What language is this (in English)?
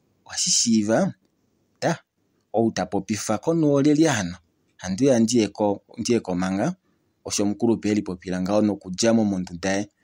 Kuanyama